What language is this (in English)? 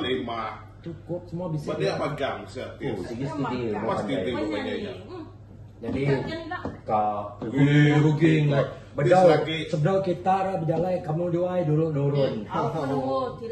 Iban